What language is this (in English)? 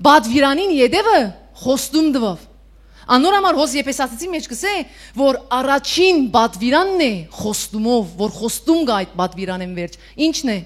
Western Armenian